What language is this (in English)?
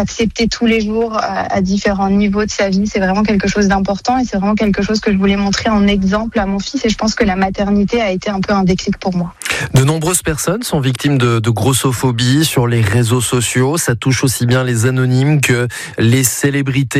French